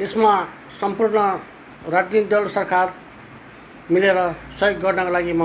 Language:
Nepali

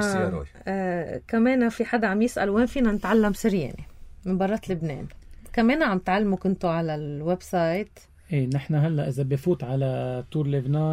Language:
North Levantine Arabic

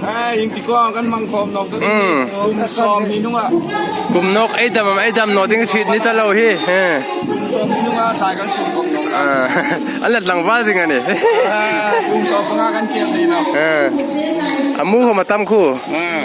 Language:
Hmar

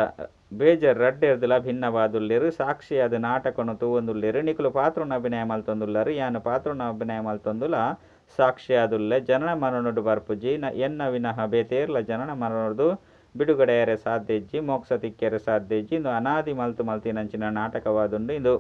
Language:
Tulu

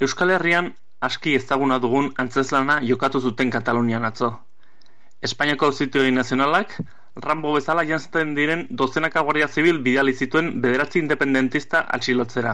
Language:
Basque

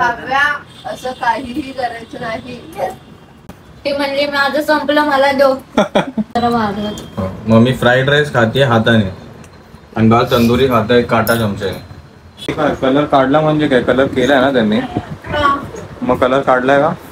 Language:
Marathi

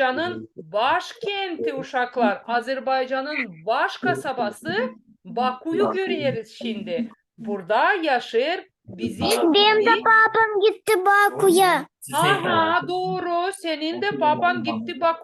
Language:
Gagauz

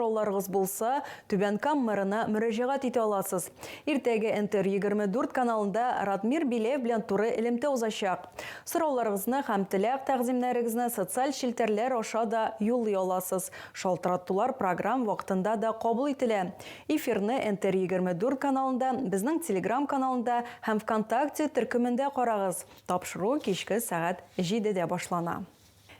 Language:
Tatar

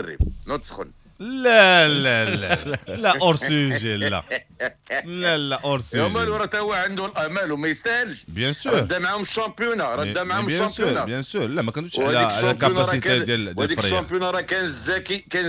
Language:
Moroccan Arabic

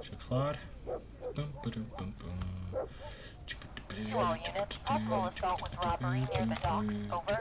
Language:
Swiss German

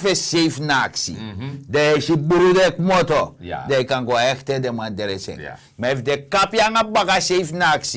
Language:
Sranan Tongo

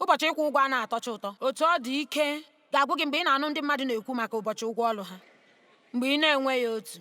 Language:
Igbo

